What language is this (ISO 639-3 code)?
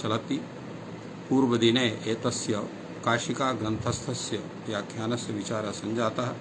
san